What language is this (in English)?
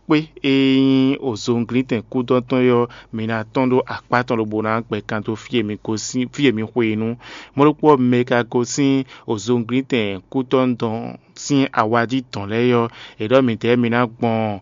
Fon